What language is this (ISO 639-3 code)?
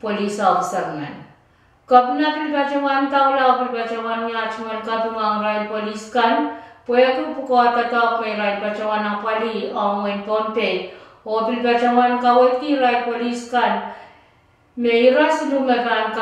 pon